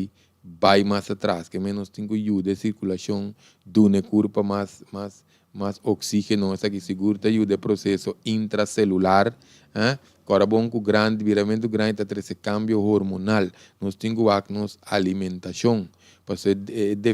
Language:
Papiamento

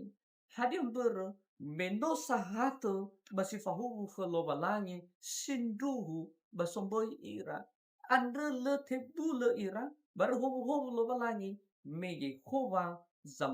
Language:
Nias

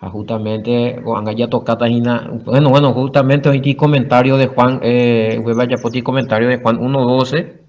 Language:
Guarani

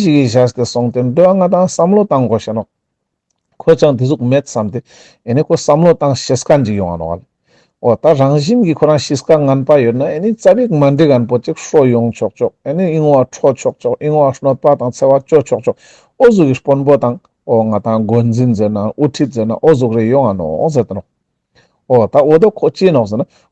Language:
Ladakhi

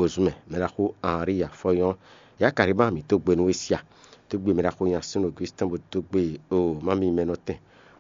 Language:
Fon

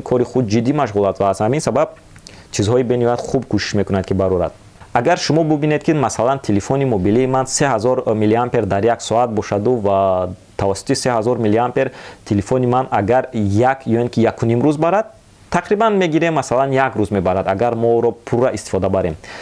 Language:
Tajik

